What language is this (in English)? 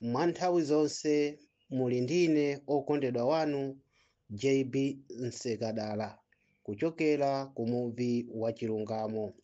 Nyanja